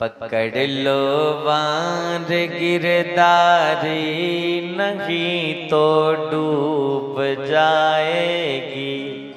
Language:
Dogri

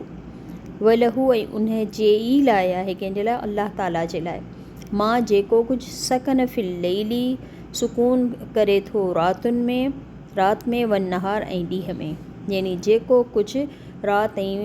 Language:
Sindhi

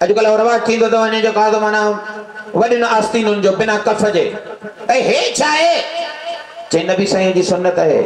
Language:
Sindhi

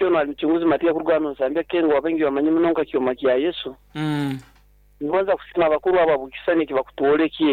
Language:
Nyoro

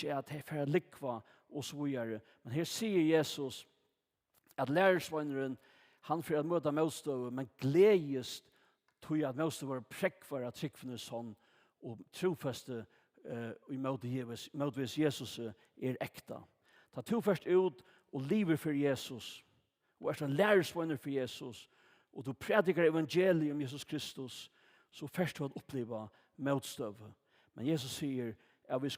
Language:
Faroese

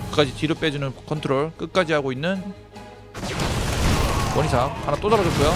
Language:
Korean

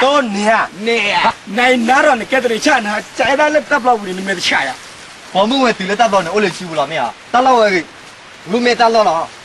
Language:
S'gaw Karen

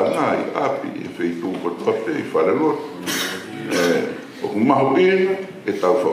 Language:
Tongan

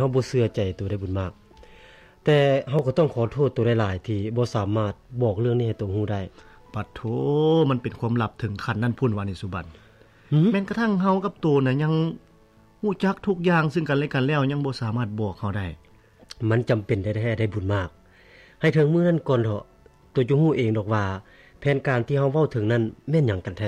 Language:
Lao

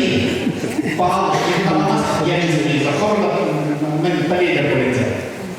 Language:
Chuvash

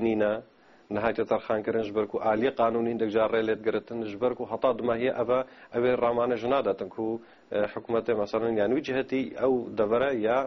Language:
Kurdish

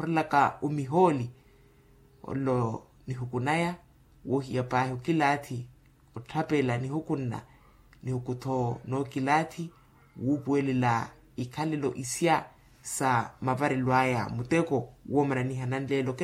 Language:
Makhuwa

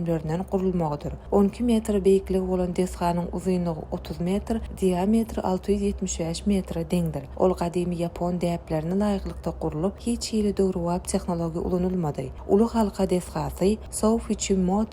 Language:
Turkmen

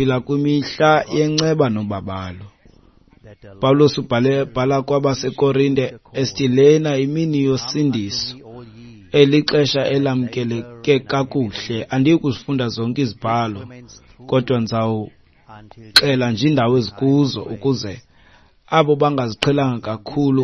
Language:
Xhosa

